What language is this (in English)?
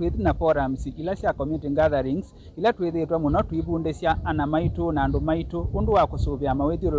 Kamba